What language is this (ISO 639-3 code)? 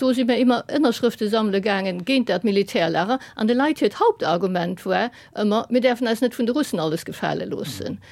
ltz